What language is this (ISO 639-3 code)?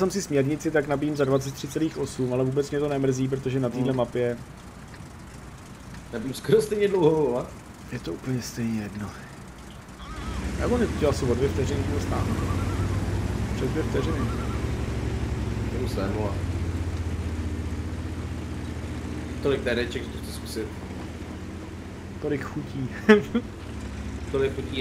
ces